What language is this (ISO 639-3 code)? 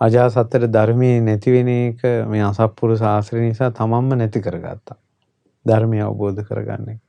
sin